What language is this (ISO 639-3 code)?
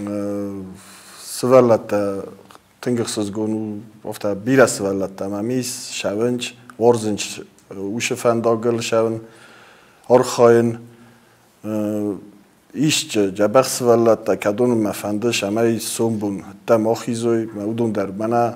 oss